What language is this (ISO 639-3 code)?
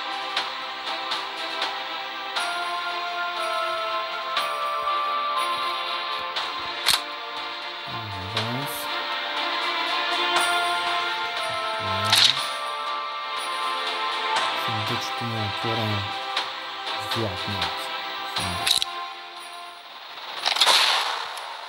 bul